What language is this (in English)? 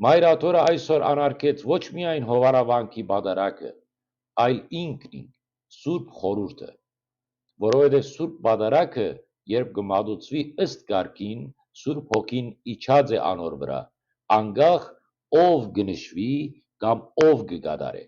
Western Armenian